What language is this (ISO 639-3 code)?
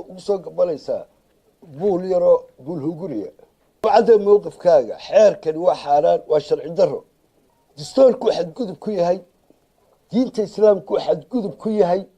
som